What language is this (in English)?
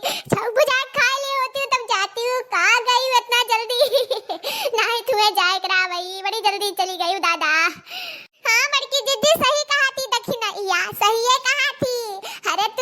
Awadhi